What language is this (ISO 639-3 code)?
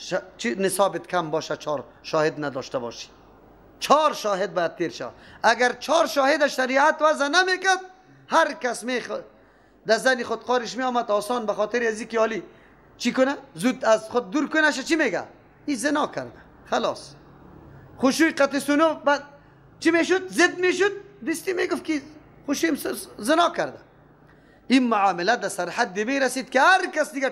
fas